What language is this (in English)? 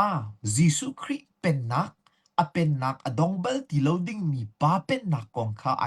Hakha Chin